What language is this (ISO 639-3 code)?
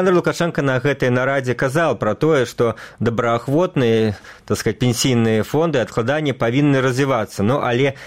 bel